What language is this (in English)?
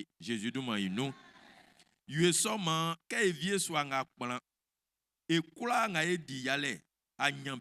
Baoulé